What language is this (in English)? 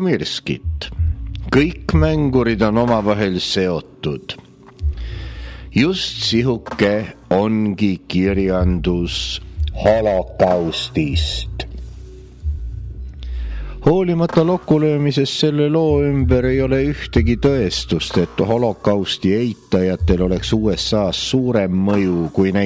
Estonian